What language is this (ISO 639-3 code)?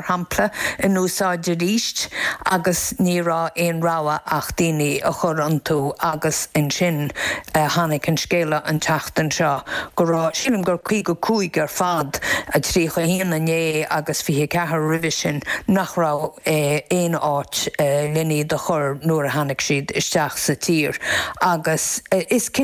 gle